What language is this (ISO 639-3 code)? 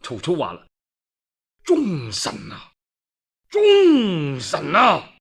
yue